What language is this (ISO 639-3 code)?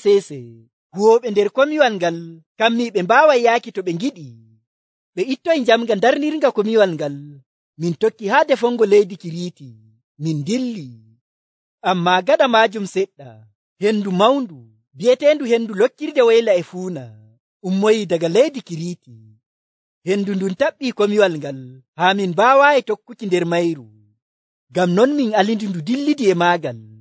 fuv